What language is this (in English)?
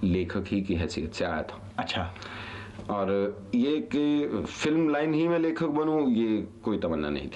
Hindi